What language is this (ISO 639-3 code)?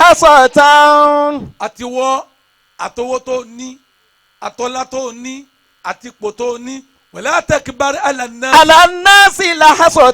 yor